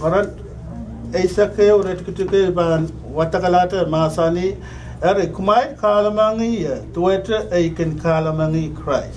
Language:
Pohnpeian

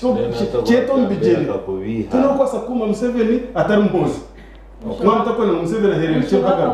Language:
Nyankole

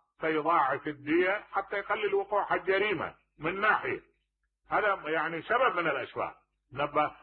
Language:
Mesopotamian Arabic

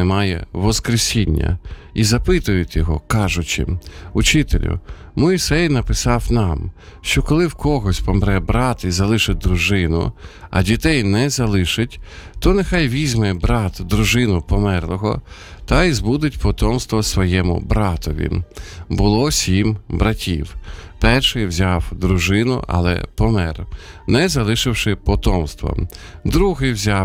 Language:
Ukrainian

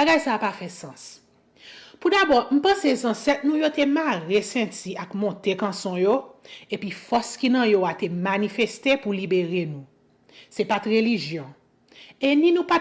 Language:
Haitian Creole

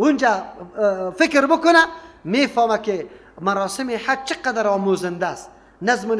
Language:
Persian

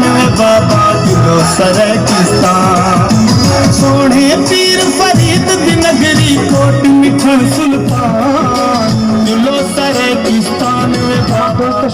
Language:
Saraiki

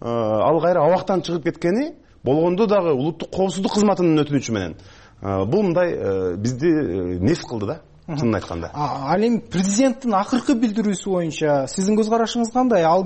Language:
Kyrgyz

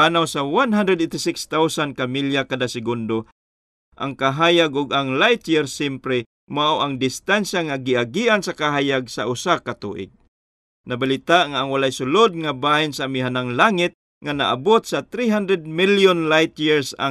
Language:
Cebuano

